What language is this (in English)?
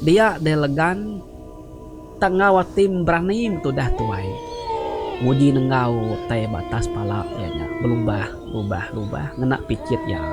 Iban